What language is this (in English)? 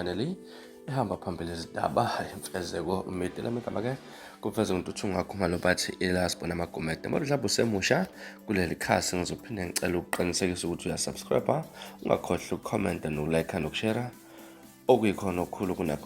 Zulu